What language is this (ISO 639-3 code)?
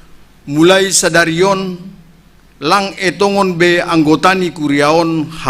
bts